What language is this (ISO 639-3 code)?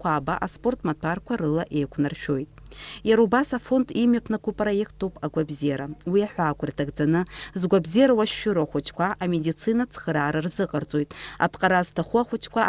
abk